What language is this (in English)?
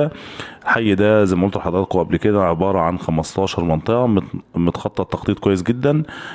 Egyptian Arabic